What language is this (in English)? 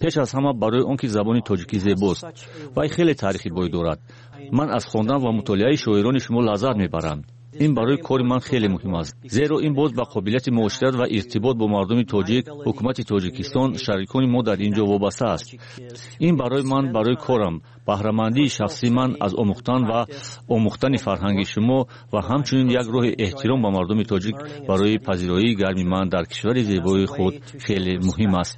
Tajik